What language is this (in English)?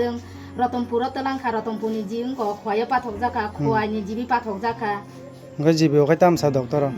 Kok Borok